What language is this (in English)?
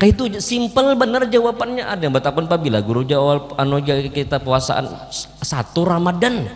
Banjar